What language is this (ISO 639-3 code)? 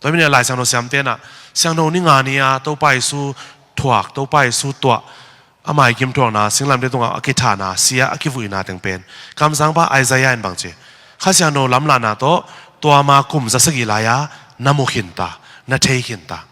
ctd